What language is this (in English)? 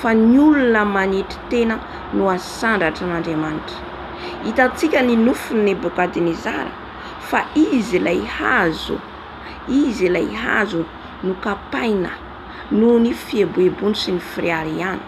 Malagasy